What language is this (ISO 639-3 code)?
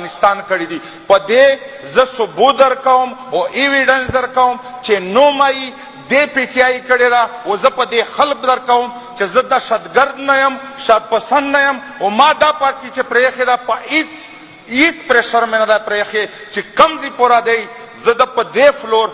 pus